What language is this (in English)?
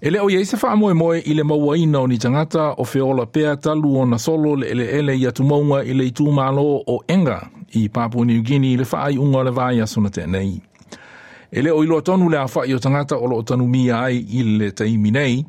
Samoan